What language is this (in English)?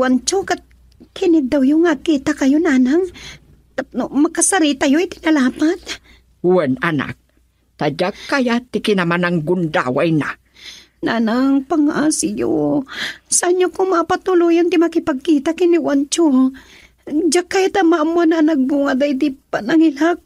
Iloko